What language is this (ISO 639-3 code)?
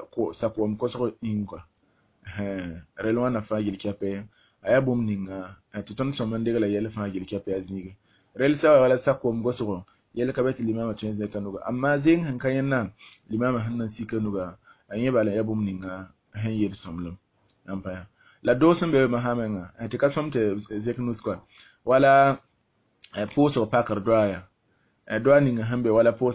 mos